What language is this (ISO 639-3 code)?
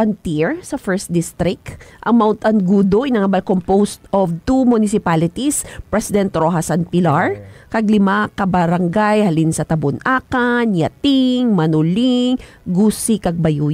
hil